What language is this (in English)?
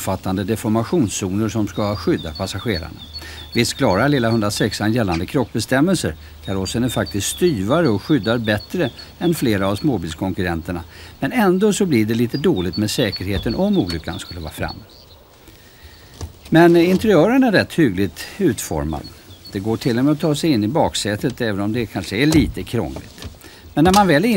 Swedish